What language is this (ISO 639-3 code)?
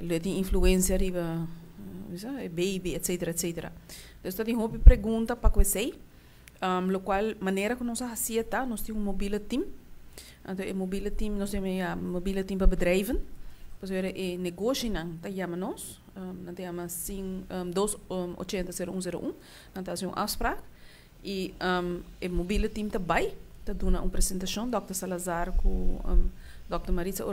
pap